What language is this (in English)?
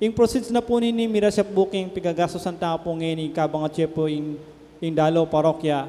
Pampanga